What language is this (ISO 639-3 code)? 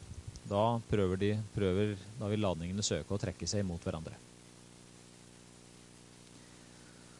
nor